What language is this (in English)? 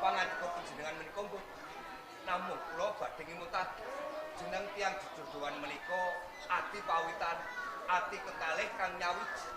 Javanese